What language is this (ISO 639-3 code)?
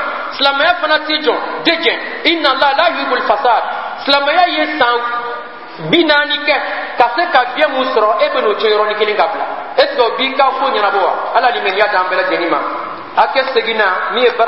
bam